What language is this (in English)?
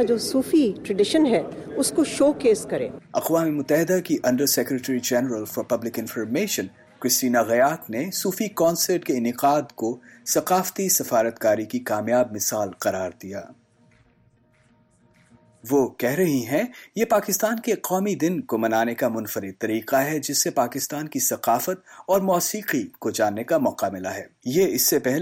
Urdu